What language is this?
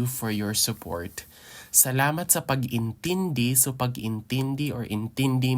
Hiligaynon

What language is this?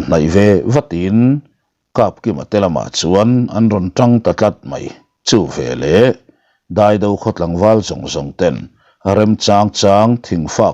Mizo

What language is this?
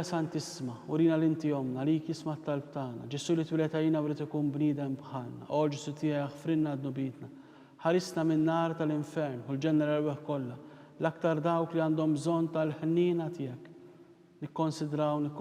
Maltese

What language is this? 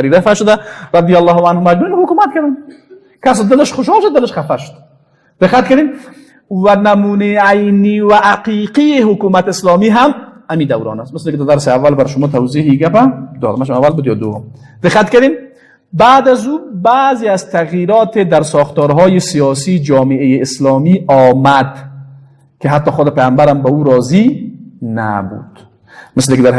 Persian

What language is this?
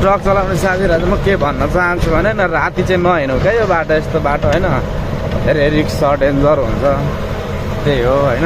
Nepali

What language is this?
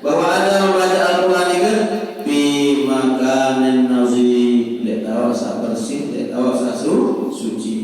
Sasak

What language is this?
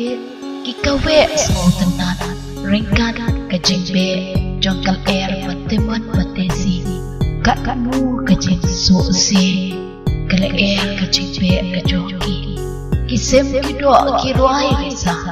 Khasi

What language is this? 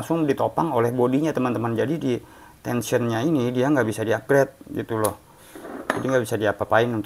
Indonesian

